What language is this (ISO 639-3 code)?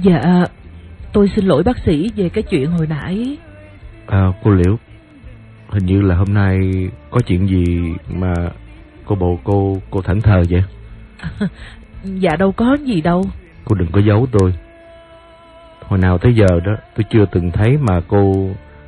vie